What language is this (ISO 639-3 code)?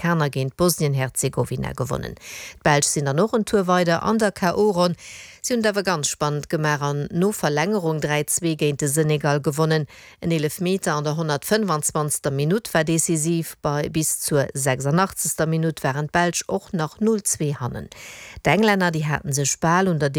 ltz